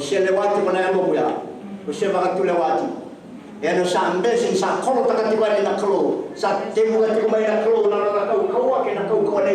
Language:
Fijian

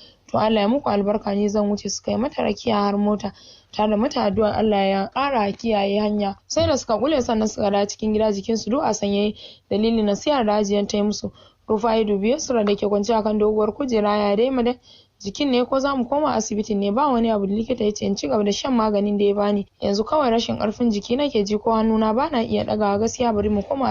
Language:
Hausa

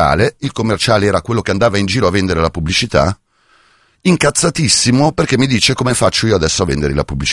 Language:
Italian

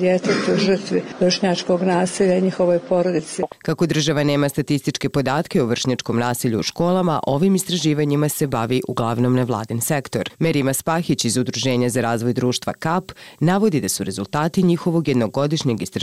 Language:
Bosnian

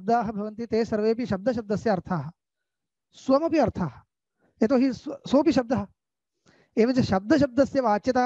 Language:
Sanskrit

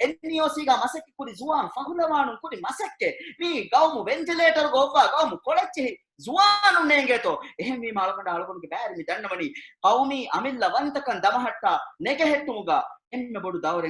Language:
Divehi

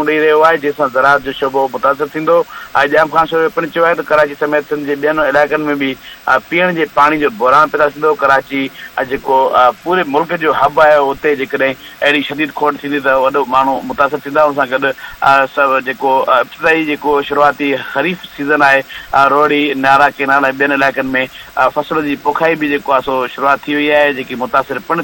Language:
Sindhi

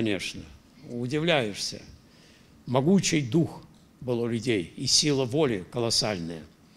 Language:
Russian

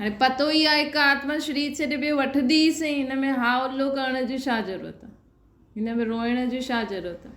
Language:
Sindhi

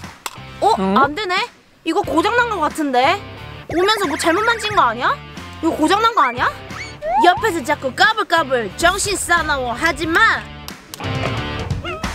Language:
Korean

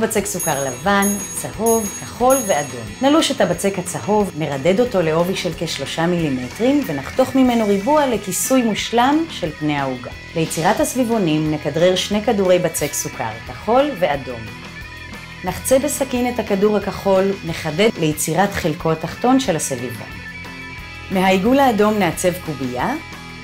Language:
Hebrew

